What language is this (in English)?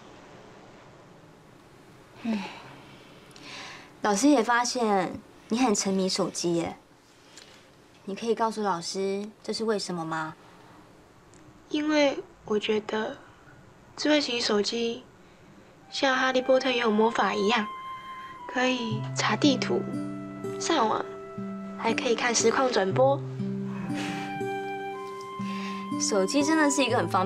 Chinese